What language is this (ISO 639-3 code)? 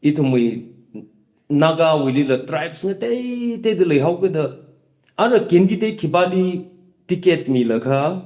nmf